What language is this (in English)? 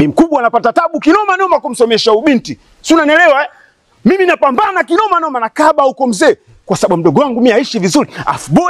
Gusii